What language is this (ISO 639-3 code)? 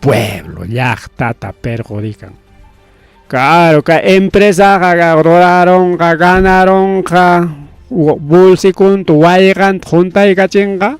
quy